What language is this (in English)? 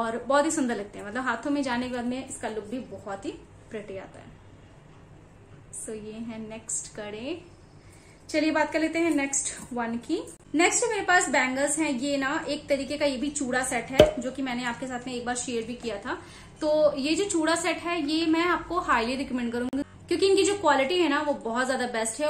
Hindi